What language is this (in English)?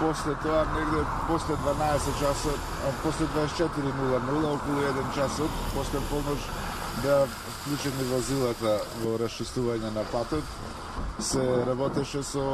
Macedonian